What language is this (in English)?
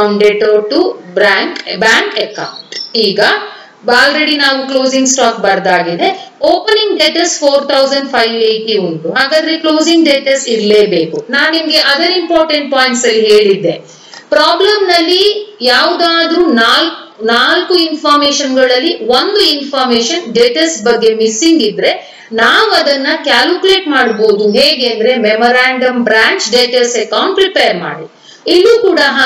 Kannada